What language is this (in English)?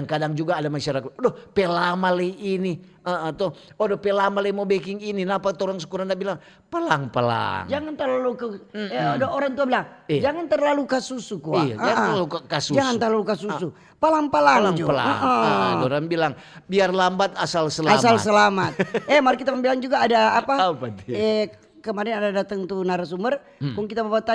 Manado Malay